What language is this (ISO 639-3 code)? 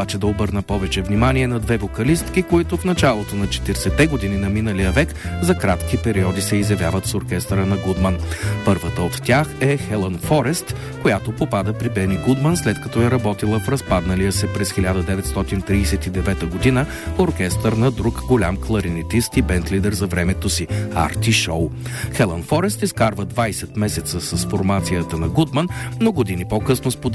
bul